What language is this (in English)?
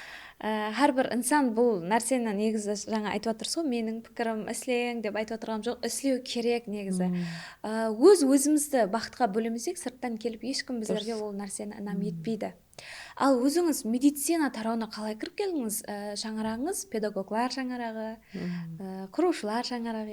Kara-Kalpak